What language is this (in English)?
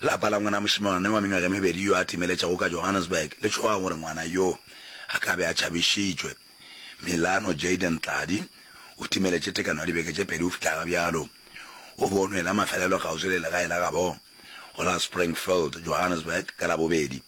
Northern Sotho